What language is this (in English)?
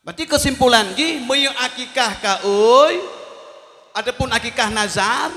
Achinese